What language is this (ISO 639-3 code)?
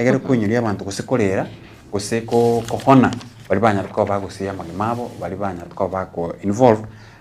guz